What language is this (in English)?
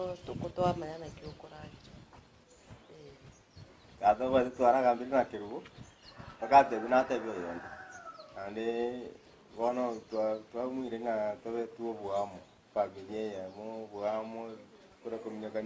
Gusii